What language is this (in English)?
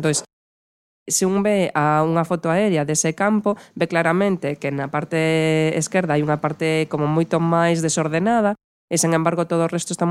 Galician